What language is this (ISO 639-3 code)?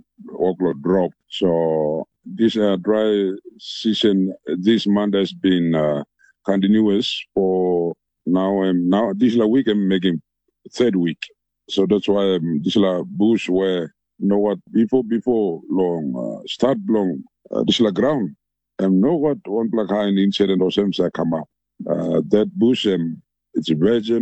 tpi